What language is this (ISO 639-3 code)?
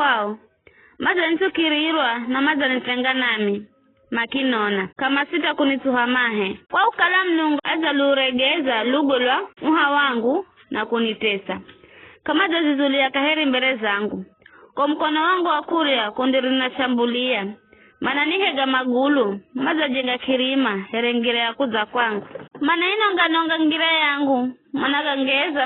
nyf